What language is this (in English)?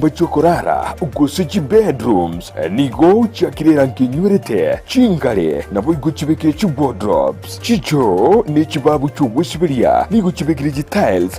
Gusii